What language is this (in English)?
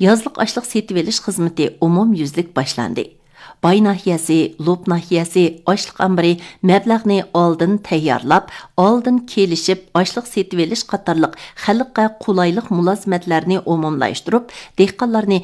Uyghur